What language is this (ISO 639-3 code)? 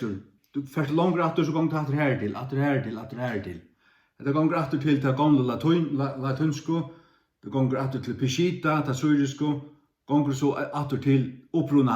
fao